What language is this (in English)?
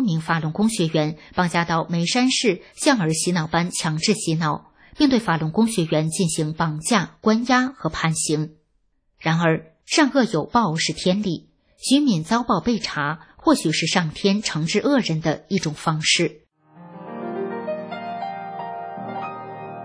Chinese